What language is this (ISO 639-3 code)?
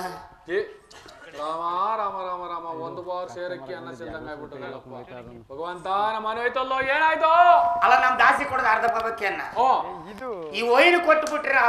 kan